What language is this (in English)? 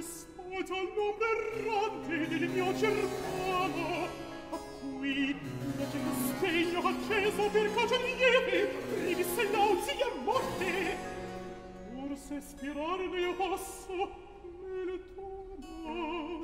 Italian